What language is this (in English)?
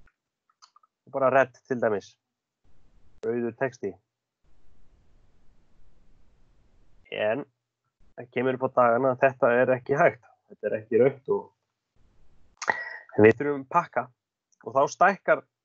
Icelandic